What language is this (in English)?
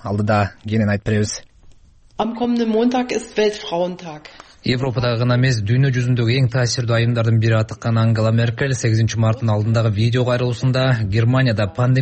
Kyrgyz